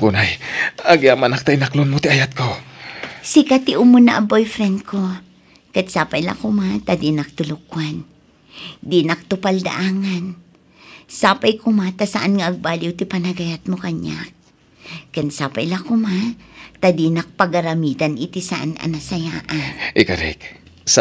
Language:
Iloko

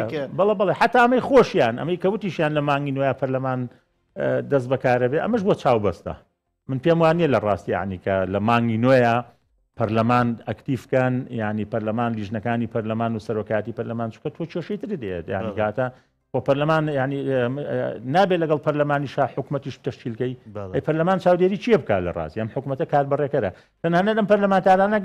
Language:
Central Kurdish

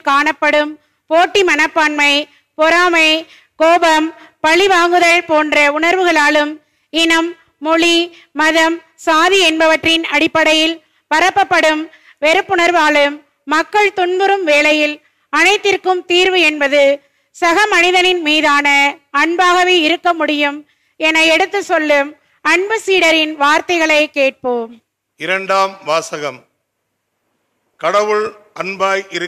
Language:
Tamil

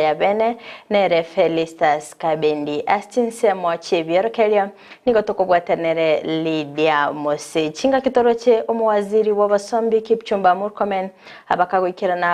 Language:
Gusii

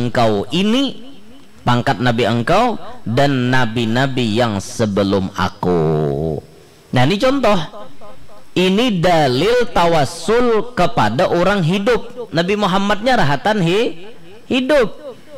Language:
Banjar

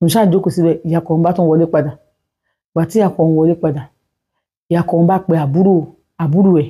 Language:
Yoruba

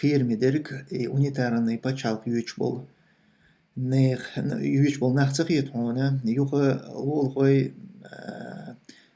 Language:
Chechen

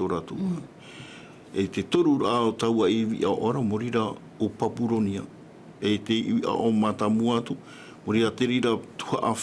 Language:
Tahitian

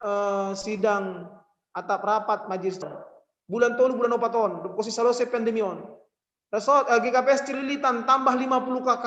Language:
Batak Simalungun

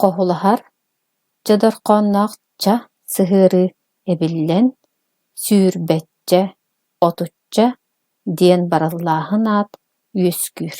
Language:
Yakut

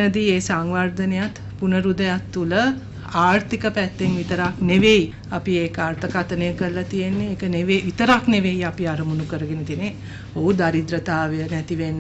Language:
Sinhala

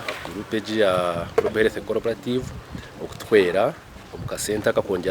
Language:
Nyankole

